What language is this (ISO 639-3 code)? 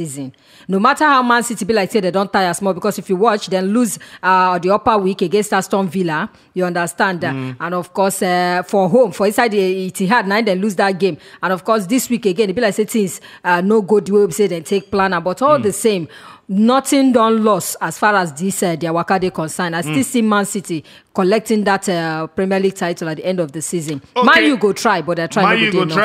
pcm